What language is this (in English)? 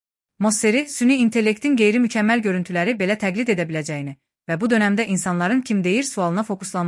Azerbaijani